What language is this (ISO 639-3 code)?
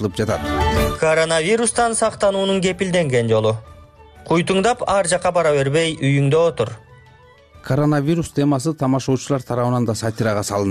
kir